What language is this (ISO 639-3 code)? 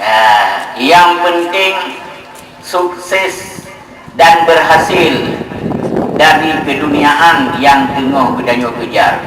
ace